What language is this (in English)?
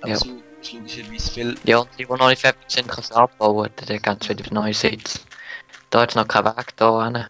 Swiss German